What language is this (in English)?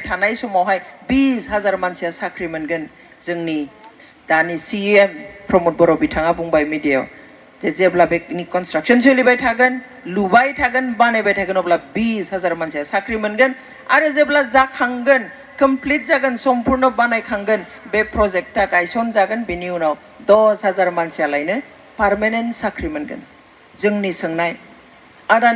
Bodo